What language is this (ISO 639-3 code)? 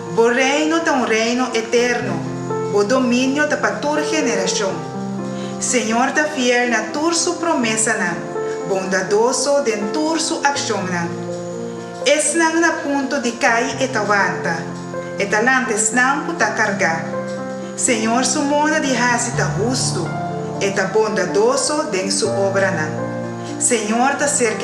pap